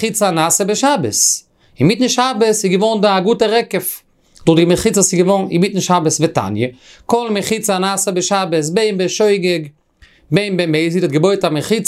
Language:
Yiddish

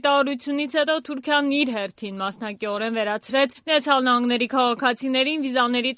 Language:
Armenian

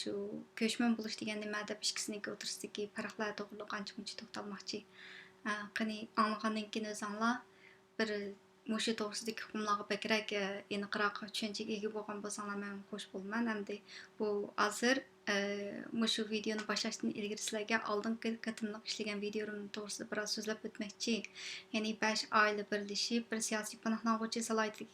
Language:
Uyghur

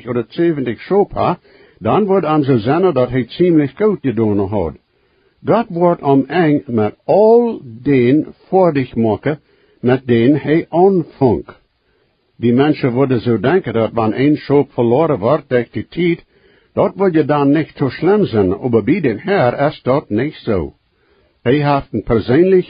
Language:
Plautdietsch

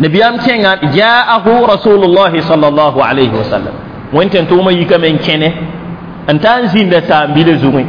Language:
Mossi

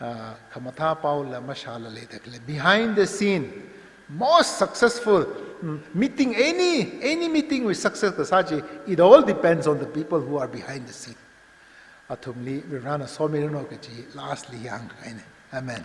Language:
Tangkhul Naga (India)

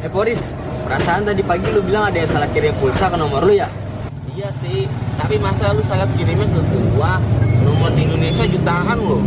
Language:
Betawi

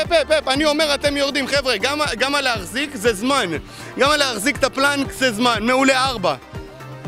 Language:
Hebrew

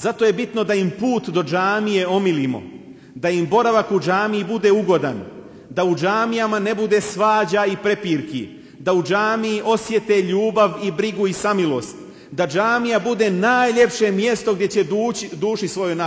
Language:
Bosnian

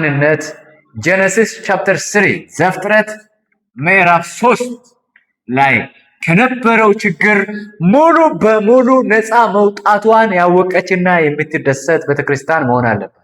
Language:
Amharic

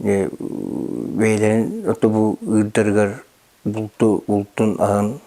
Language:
Yakut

